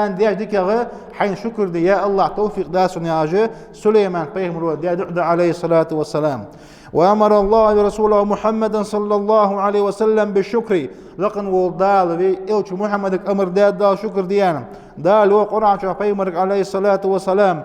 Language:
Ingush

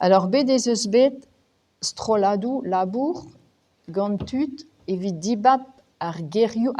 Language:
Breton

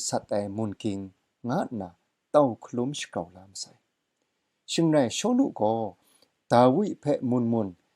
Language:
Kachin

